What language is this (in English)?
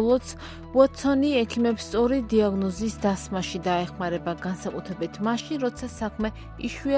Georgian